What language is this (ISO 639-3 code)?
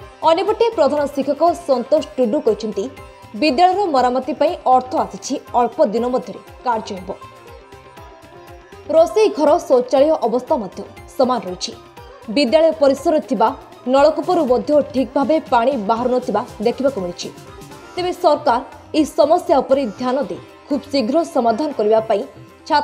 ori